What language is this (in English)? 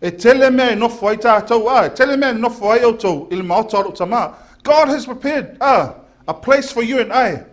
Samoan